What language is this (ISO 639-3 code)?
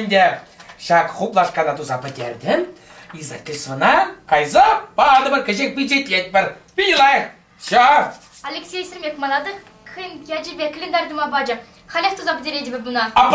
chv